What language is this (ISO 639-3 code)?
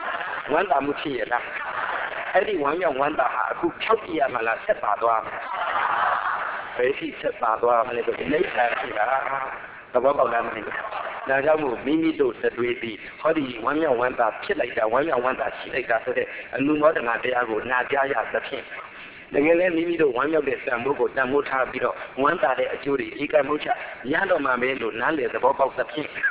mya